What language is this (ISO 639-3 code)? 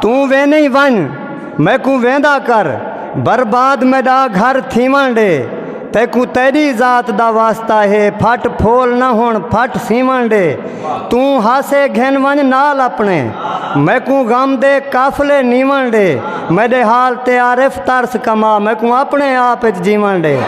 skr